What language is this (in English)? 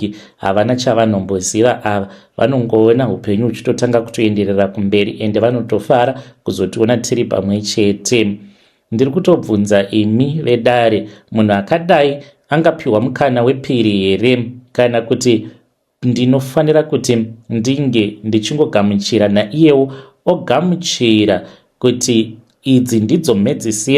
Shona